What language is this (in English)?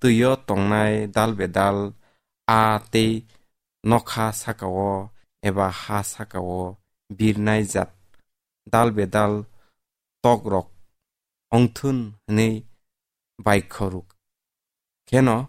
Kok Borok